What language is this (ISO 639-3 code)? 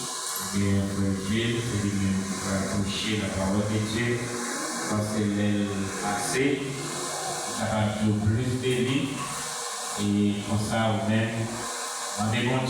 hat